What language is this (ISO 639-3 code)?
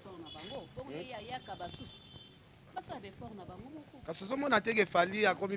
lin